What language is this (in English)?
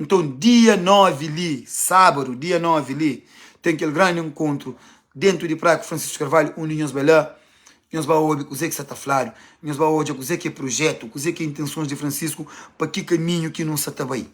Kabuverdianu